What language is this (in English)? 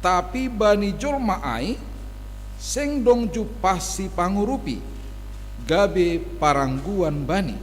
Batak Simalungun